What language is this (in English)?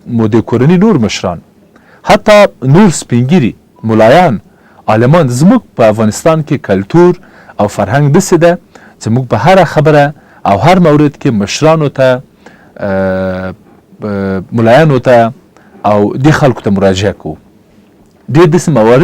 Pashto